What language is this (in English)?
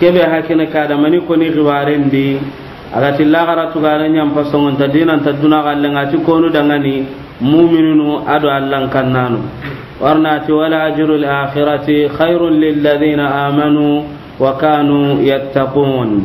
Soninke